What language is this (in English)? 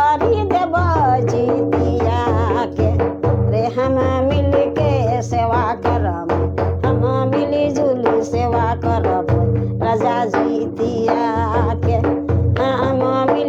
Sadri